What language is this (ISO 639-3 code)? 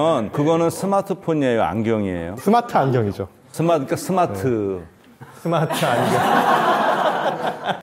kor